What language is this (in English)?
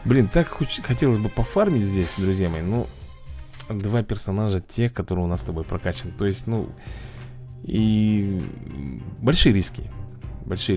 Russian